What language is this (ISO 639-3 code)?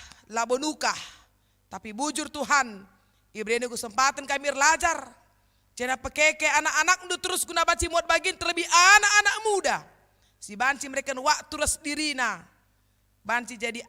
btx